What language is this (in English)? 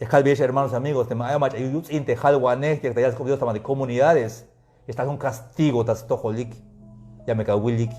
Tzeltal